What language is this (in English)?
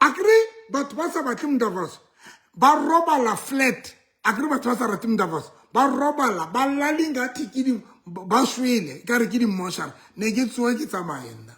Southern Sotho